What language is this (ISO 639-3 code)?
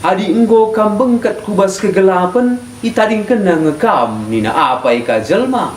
btx